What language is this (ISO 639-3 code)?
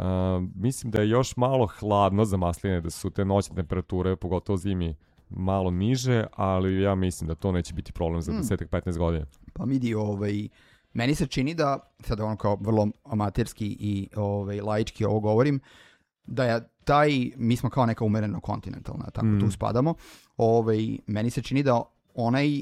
srp